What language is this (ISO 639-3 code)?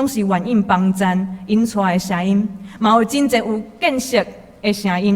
nan